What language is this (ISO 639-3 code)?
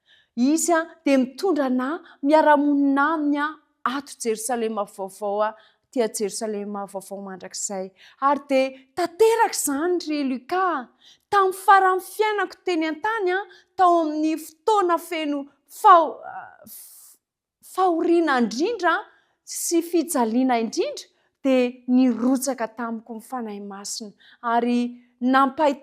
mlg